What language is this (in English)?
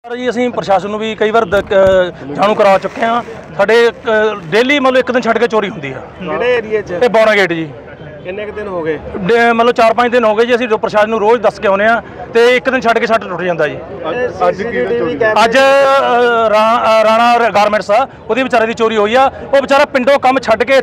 Punjabi